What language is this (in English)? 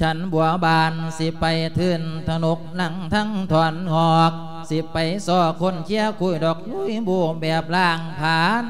Lao